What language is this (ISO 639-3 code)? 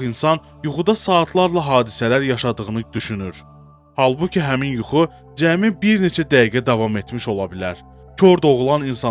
aze